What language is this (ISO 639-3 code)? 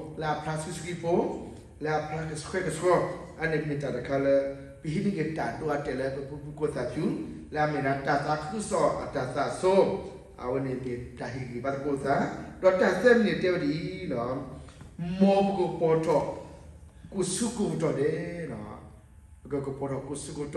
ksw